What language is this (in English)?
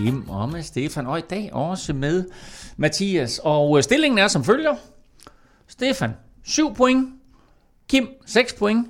Danish